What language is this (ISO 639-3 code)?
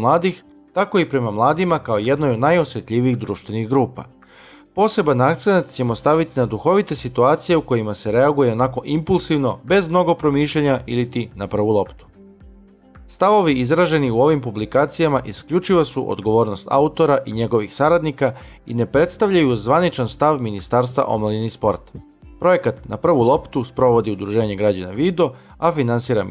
srp